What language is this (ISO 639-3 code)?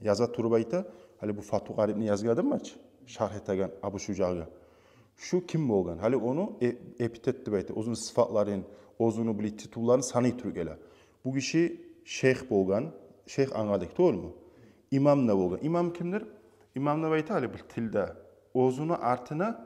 kum